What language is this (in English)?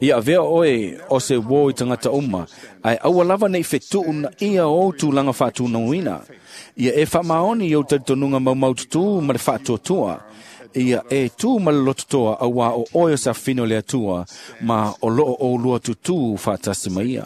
Samoan